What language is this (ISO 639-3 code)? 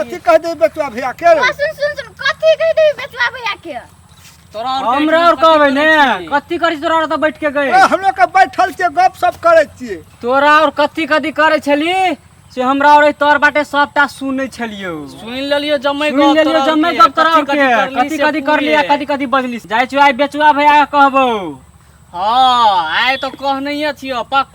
mai